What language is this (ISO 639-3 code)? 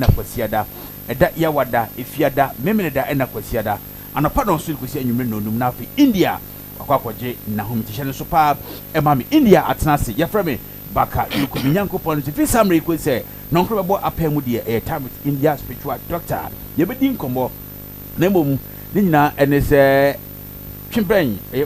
aka